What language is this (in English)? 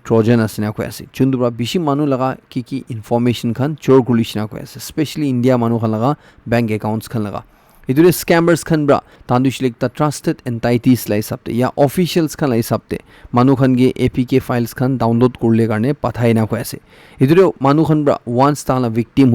Naga Pidgin